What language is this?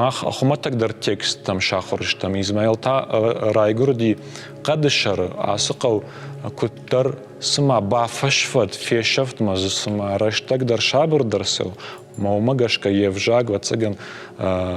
Ossetic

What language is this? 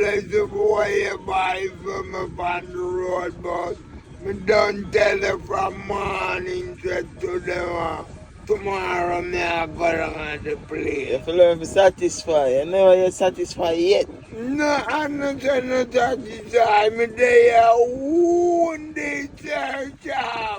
Jamaican Creole English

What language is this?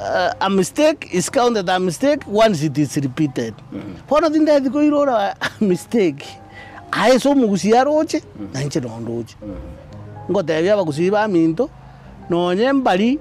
Gusii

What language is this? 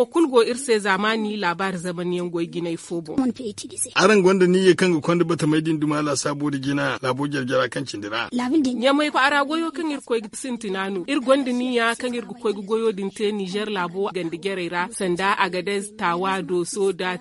Zarma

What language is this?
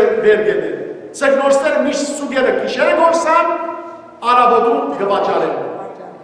Western Armenian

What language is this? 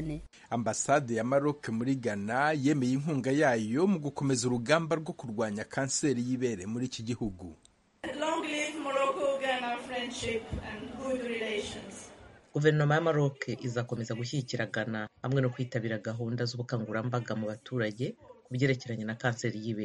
Kinyarwanda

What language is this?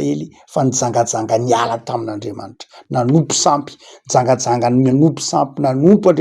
Malagasy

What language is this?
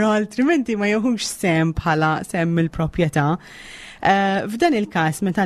Maltese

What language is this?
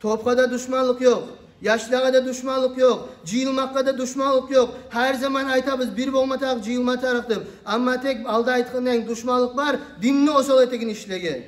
Kumyk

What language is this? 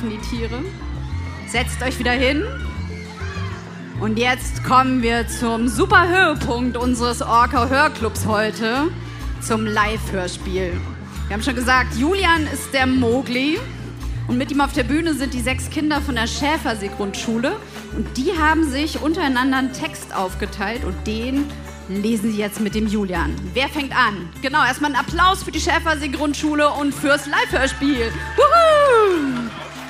German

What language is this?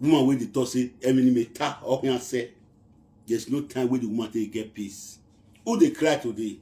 Nigerian Pidgin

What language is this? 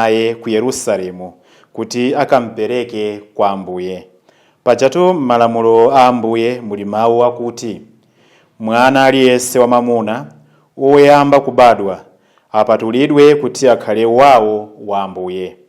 Nyanja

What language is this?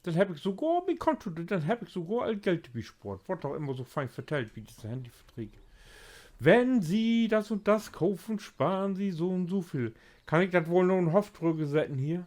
Low German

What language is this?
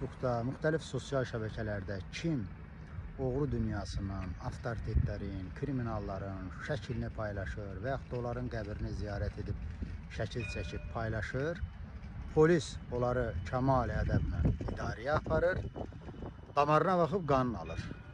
Azerbaijani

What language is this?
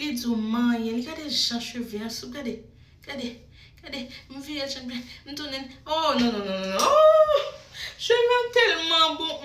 Haitian Creole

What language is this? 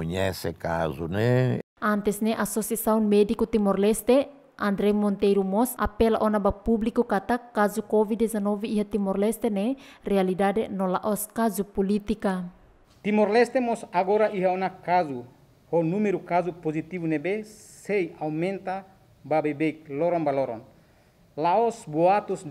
Tetum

